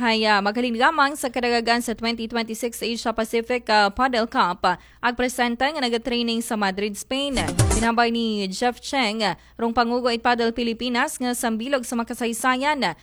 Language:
Aklanon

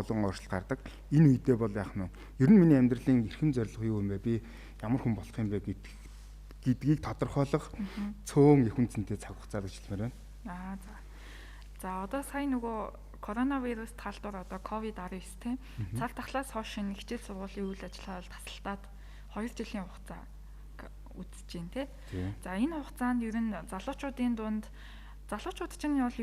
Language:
Mongolian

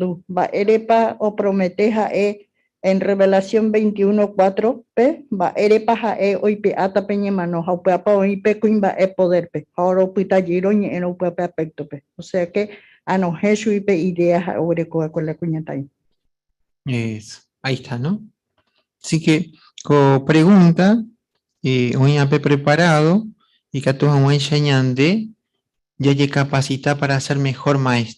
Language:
Guarani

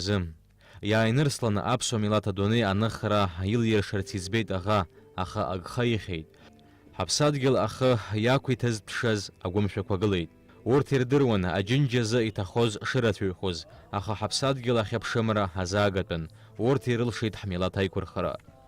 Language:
Abkhazian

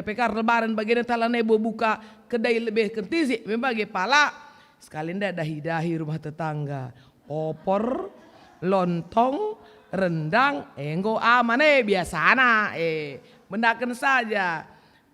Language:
Batak Karo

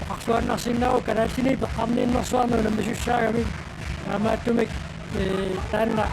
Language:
Kalaallisut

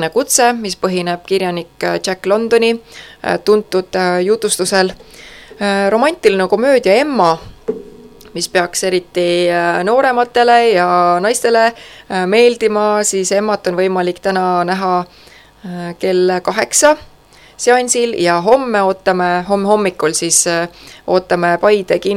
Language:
Estonian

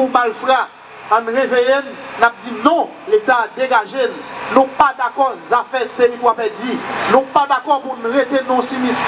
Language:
Haitian Creole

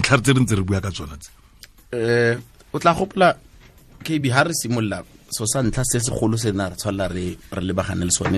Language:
Tswana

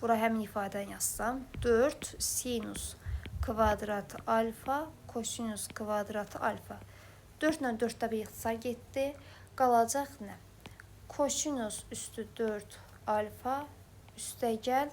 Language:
Azerbaijani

